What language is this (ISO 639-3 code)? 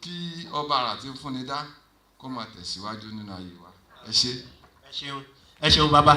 yor